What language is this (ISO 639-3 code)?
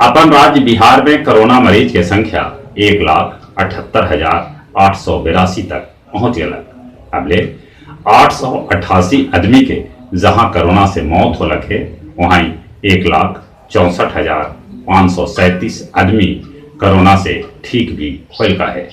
mag